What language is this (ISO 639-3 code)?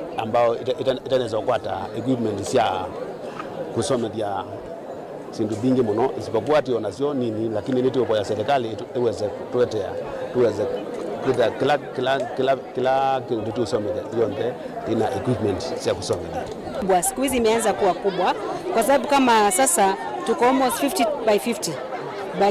kam